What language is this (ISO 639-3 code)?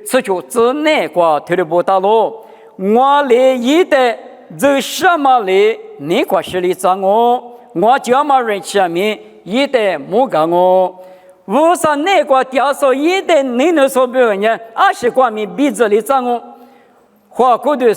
lis